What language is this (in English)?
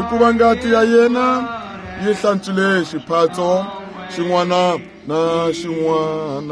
Tsonga